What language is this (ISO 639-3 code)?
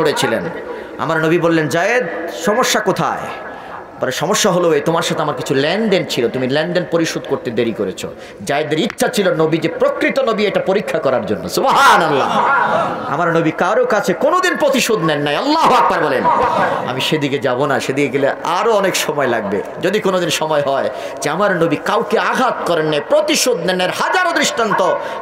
ben